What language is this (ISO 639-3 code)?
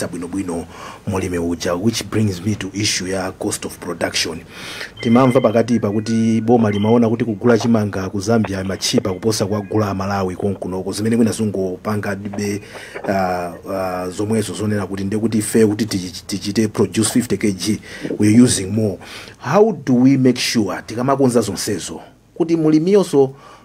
nya